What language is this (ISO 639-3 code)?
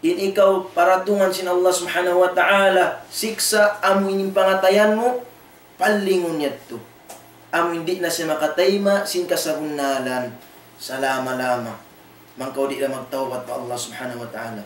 tsg